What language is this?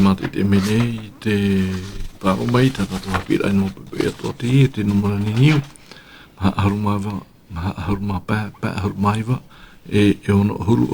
Tahitian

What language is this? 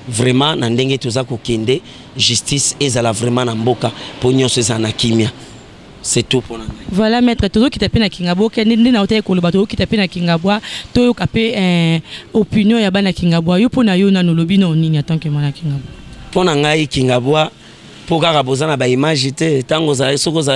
Lingala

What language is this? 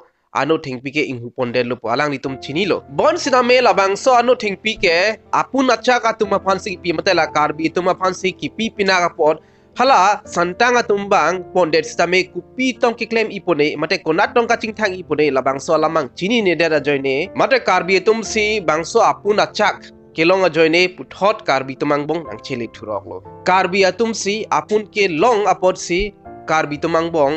Karbi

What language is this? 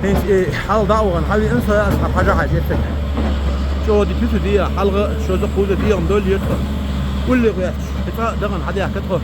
Chechen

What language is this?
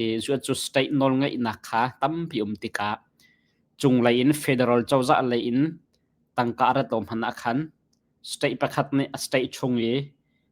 Hakha Chin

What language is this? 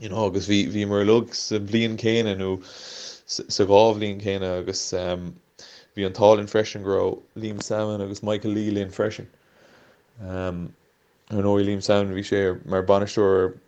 Irish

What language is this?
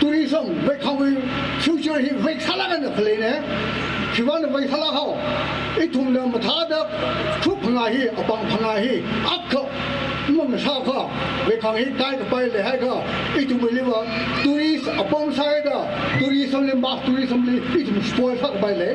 Tangkhul Naga (India)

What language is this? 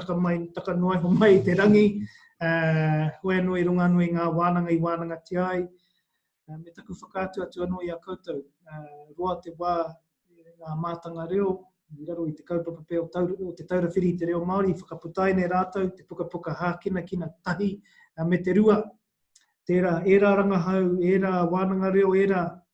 Māori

